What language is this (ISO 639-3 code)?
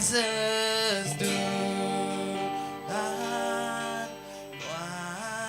iba